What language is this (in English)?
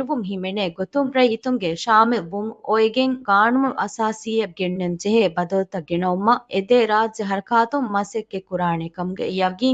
Divehi